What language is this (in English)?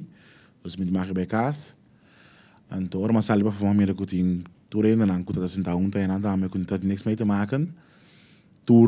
Papiamento